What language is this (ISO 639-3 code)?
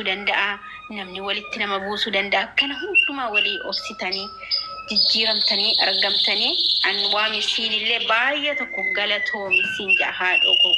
orm